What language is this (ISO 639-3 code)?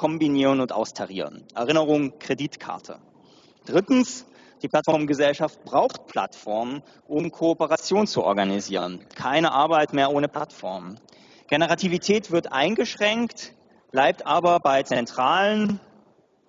deu